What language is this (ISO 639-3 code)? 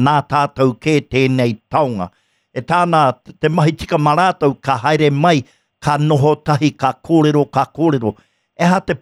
mri